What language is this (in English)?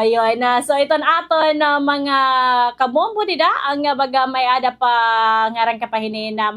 Waray